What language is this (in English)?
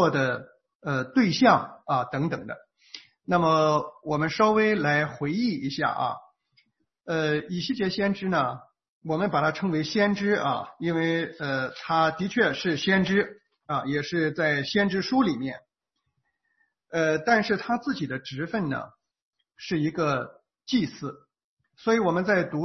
Chinese